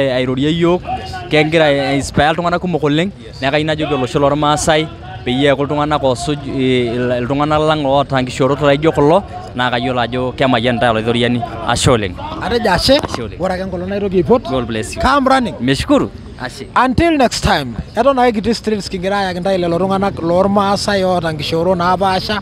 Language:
Masai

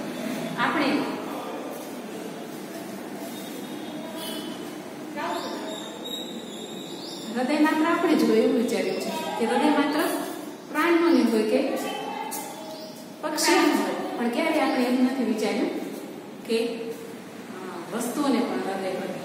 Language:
Gujarati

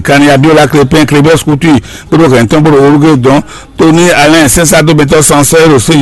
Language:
Fon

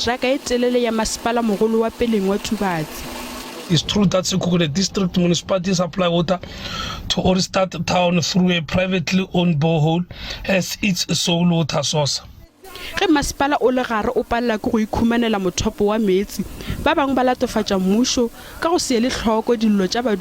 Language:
Northern Sotho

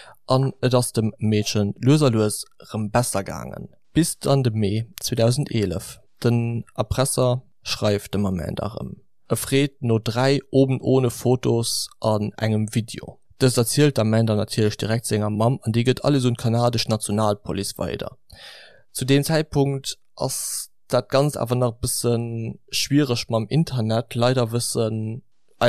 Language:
Luxembourgish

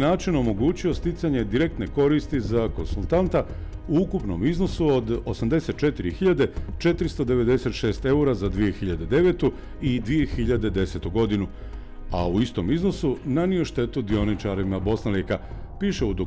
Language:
Bosnian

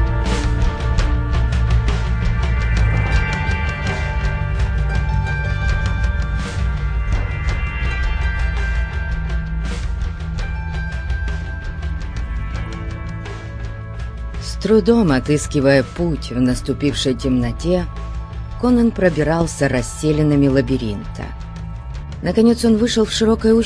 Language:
Russian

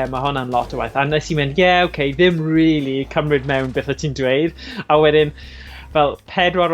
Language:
Welsh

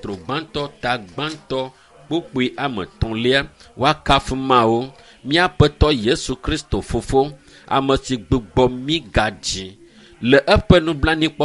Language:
Ewe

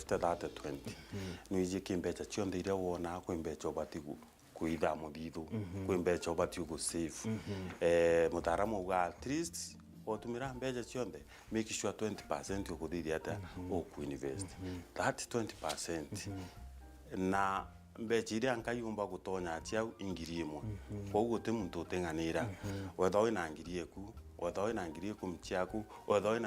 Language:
Meru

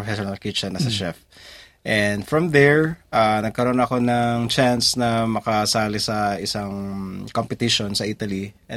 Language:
Filipino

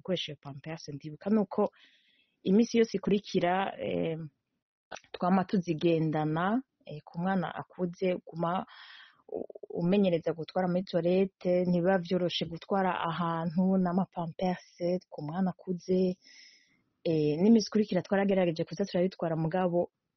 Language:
Rundi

